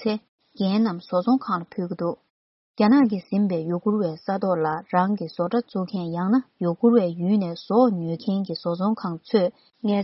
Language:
Tibetan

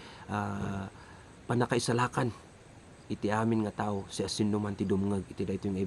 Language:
Iloko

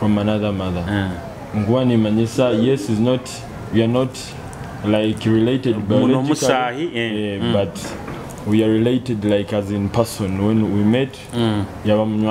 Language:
Nyoro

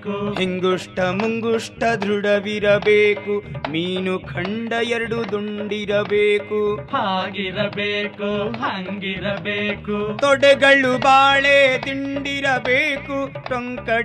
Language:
Kannada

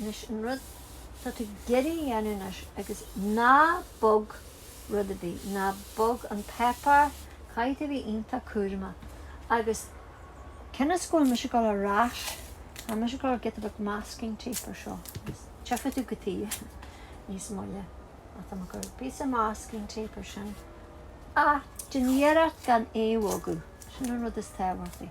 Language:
Irish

